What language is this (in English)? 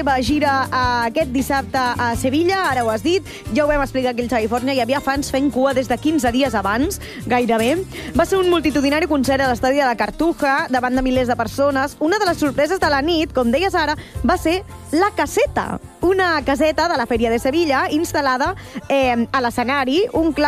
Catalan